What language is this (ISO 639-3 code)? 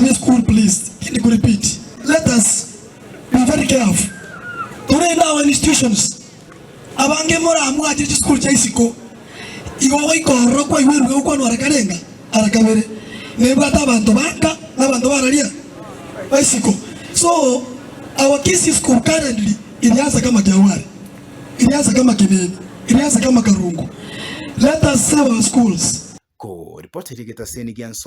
guz